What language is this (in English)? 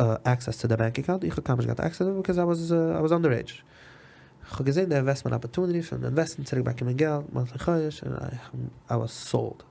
Yiddish